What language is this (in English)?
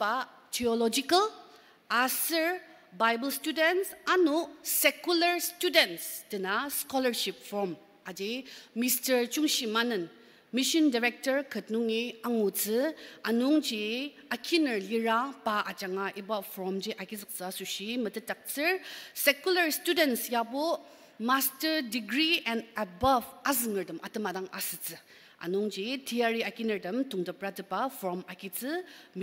Ao Naga